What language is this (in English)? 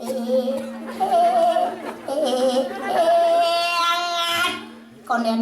Balinese